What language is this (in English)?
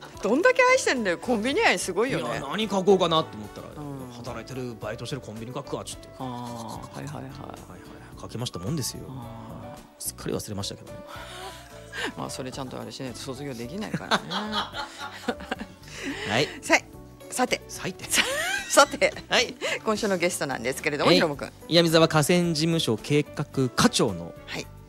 Japanese